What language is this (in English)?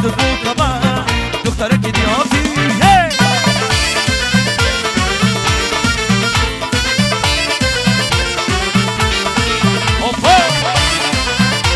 Persian